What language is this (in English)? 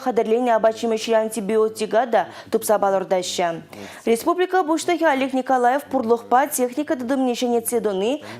Chuvash